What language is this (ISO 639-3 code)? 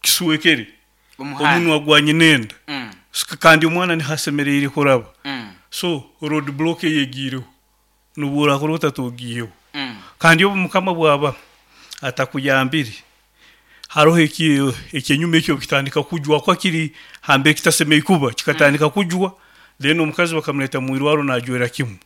nyn